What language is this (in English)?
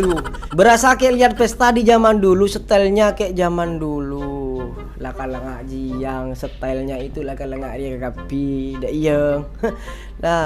Madurese